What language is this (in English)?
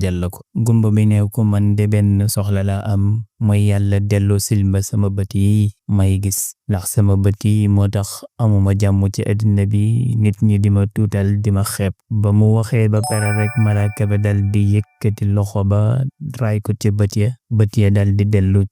Wolof